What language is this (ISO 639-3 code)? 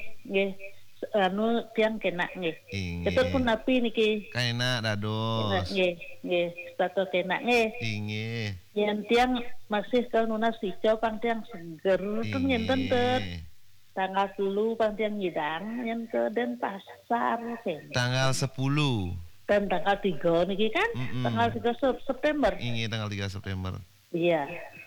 ban